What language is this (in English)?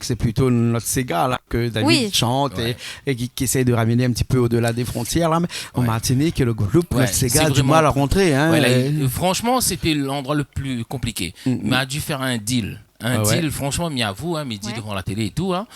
Réunion Creole French